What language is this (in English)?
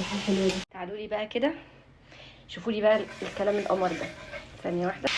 Egyptian Arabic